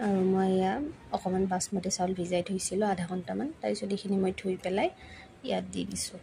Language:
Assamese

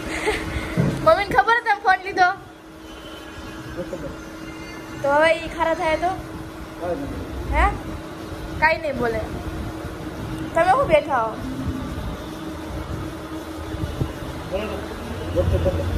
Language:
Gujarati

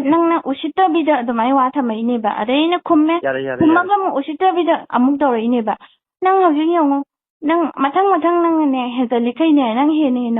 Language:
Manipuri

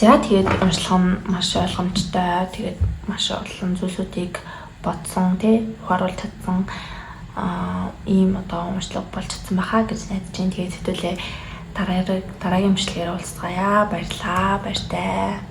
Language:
Mongolian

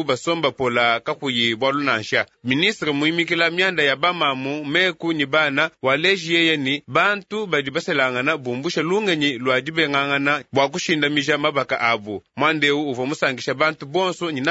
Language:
Luba-Lulua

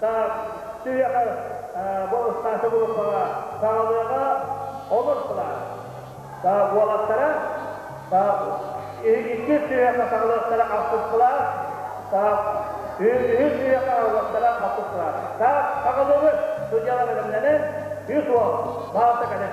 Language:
Yakut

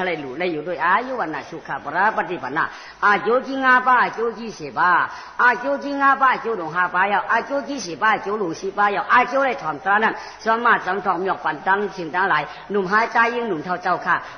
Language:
Shan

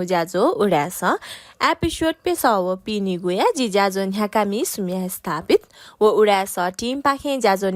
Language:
Newari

